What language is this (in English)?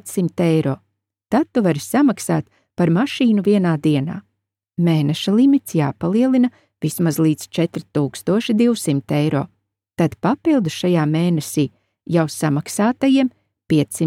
Latvian